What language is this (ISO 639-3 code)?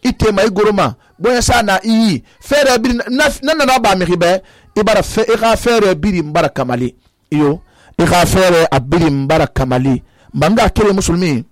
sus